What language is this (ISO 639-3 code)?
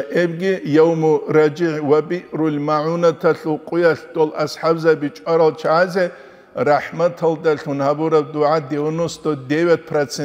ava